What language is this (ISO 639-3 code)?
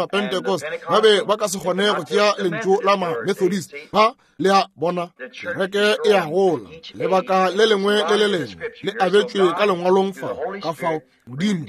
nso